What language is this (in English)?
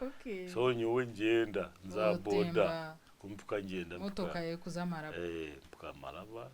Nyankole